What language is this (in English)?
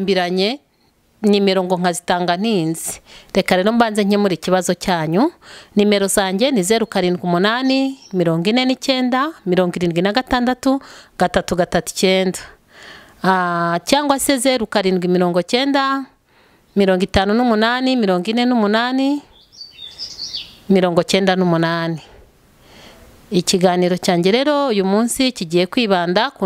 Kinyarwanda